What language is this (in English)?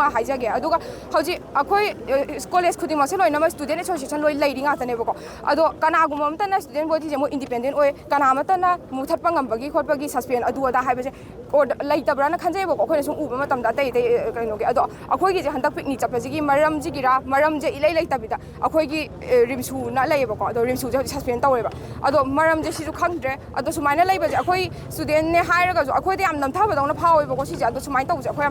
Manipuri